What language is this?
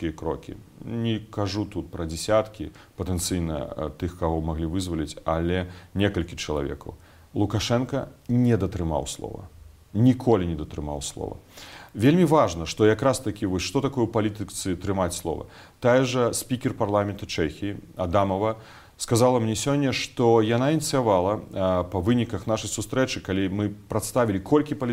Belarusian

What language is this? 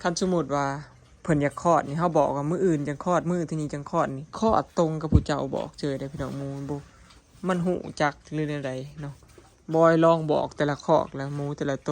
Northeastern Thai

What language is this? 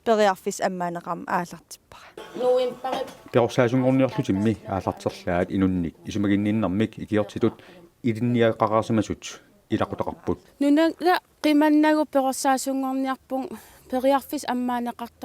Kalaallisut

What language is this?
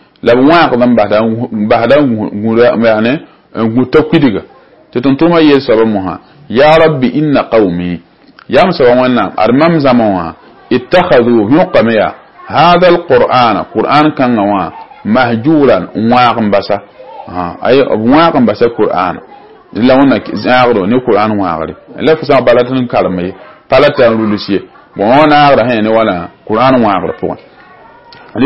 Mossi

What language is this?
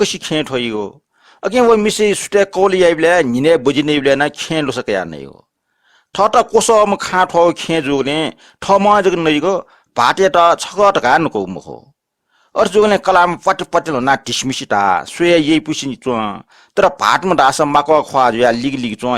Newari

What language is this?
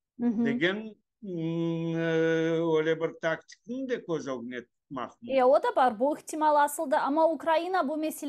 Crimean Tatar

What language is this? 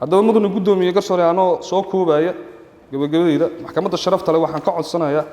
Somali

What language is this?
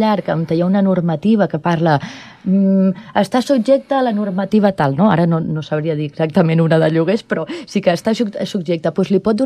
Catalan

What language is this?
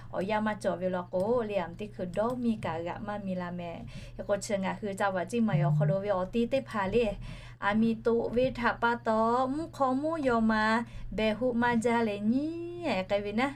Lahu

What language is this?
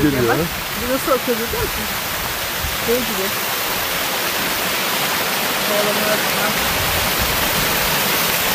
Turkish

